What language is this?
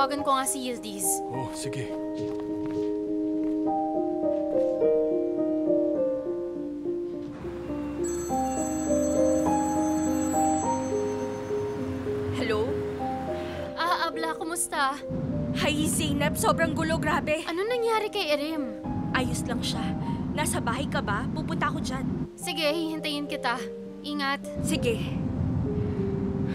Filipino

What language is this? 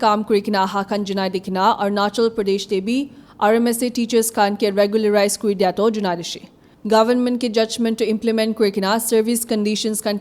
Naga Pidgin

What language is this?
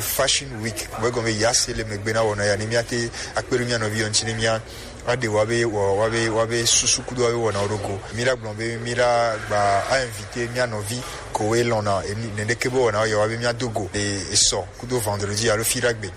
Gen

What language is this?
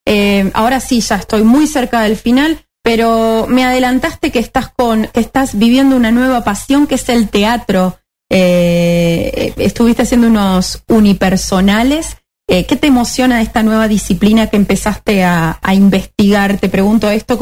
Spanish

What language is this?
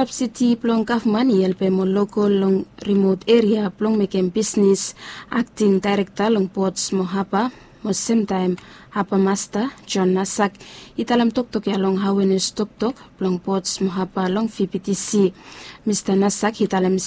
Bislama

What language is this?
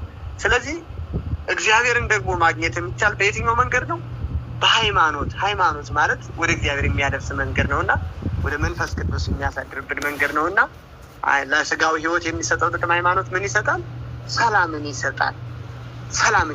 Amharic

